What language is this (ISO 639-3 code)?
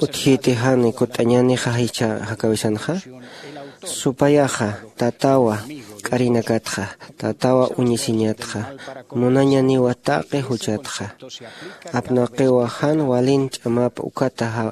aym